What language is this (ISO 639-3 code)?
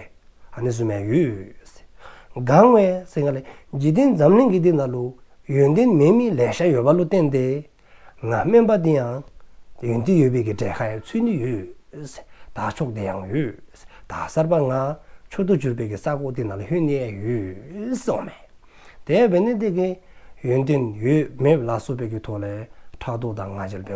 dzo